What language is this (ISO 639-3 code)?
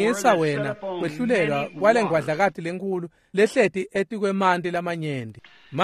ssw